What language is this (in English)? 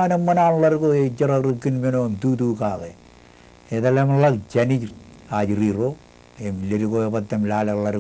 Marshallese